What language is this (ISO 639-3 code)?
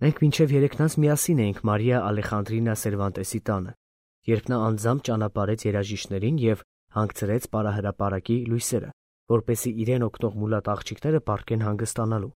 hye